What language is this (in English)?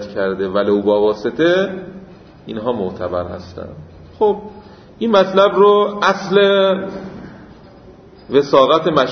Persian